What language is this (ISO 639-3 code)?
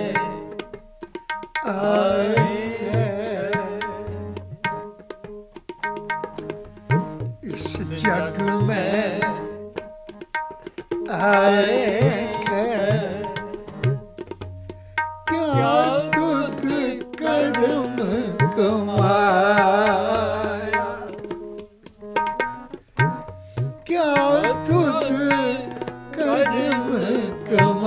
pan